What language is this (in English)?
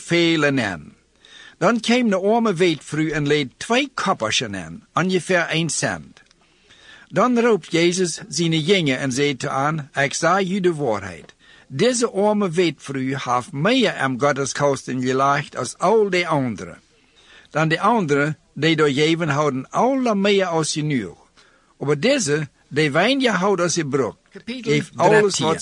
Plautdietsch